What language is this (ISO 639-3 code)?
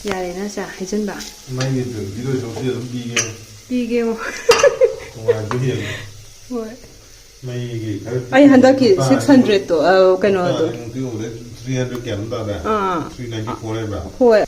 mni